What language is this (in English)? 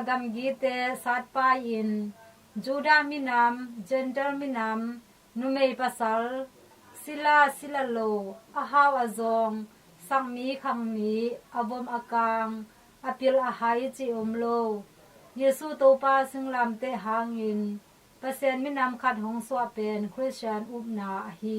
Tedim Chin